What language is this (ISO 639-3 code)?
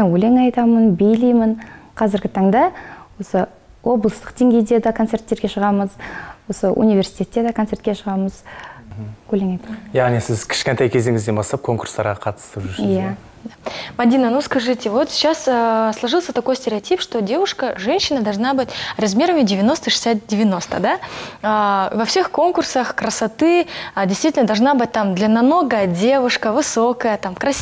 kaz